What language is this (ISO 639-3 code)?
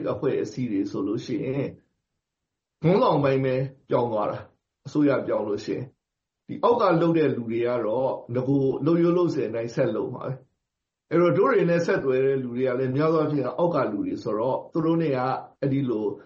mya